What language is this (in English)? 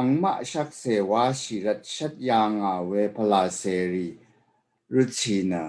Rawang